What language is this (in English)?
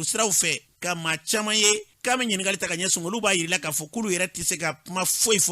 Bambara